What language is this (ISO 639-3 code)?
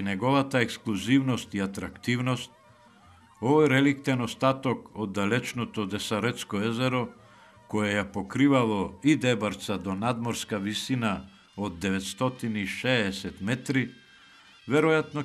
mkd